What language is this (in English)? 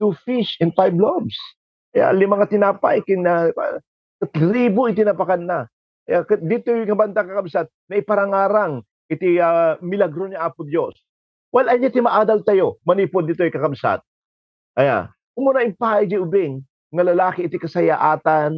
Iloko